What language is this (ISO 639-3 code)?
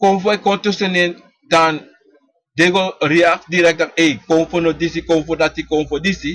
srn